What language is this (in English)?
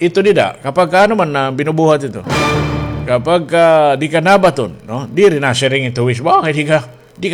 Waray